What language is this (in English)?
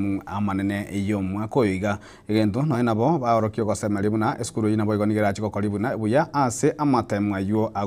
Gusii